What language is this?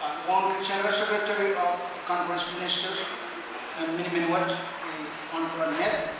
Pohnpeian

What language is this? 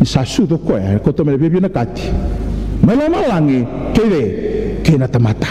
Fijian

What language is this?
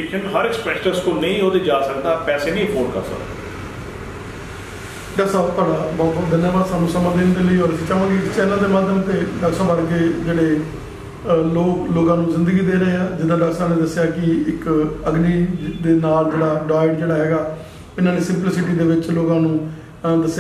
Punjabi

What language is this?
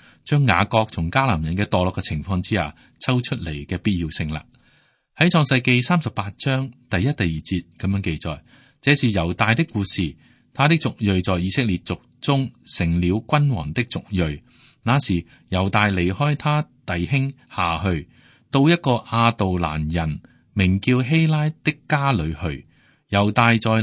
Cantonese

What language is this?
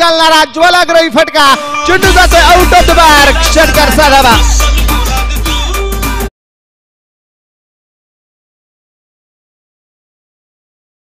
Marathi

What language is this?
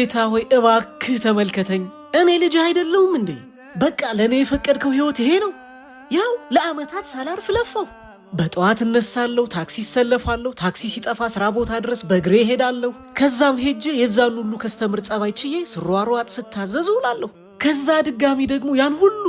Amharic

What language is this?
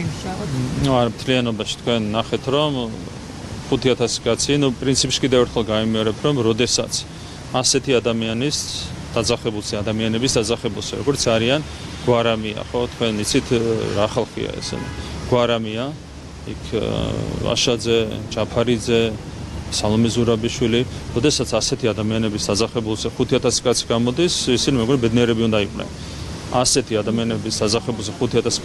Georgian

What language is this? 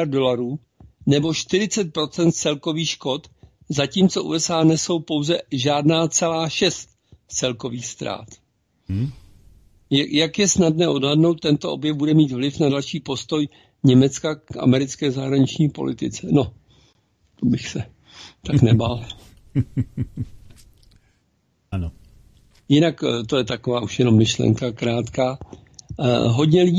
Czech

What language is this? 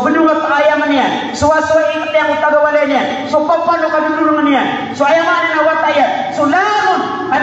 Maranao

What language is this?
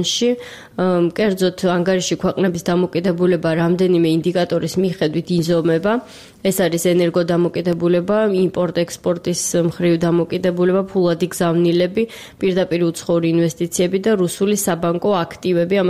Georgian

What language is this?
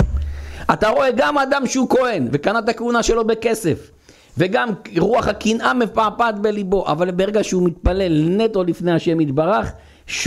Hebrew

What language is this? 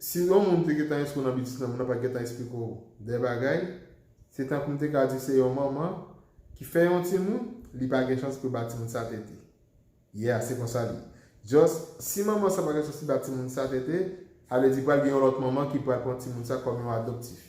Haitian Creole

